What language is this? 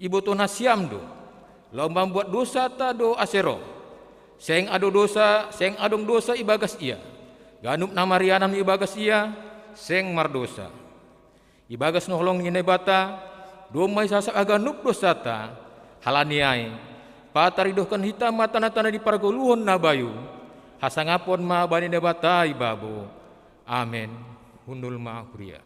Batak Simalungun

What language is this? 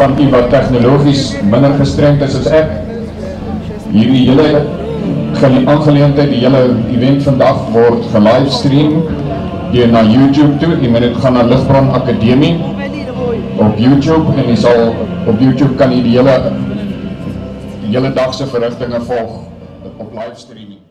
Afrikaans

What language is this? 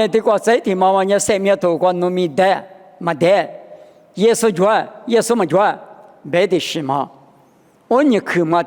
Lisu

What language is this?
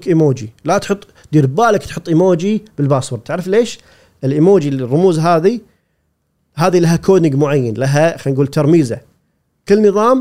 Gulf Arabic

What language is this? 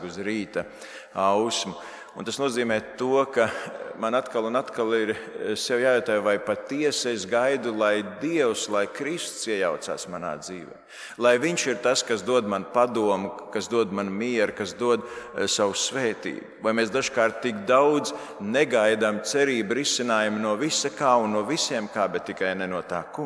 Latvian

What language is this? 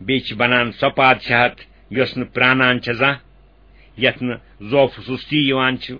Kashmiri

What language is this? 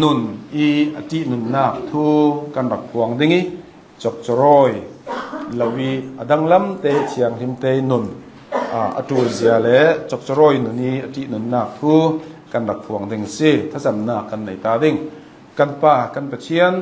Hakha Chin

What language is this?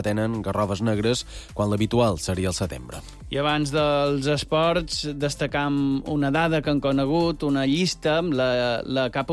Catalan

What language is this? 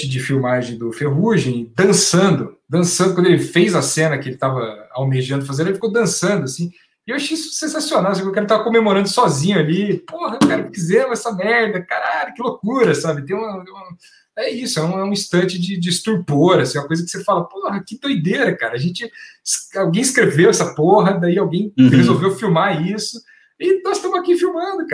Portuguese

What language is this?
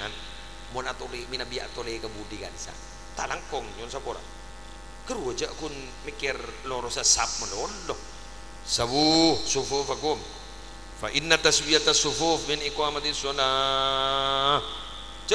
Madurese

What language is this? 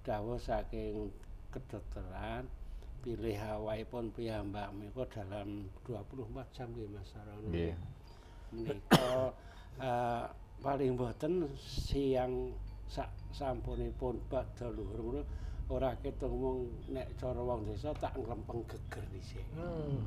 Javanese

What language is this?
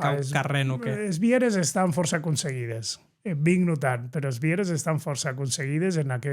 Occitan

